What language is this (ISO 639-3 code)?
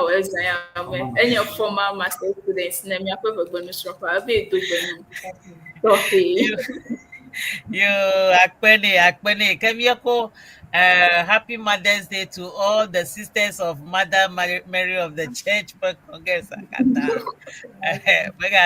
ewe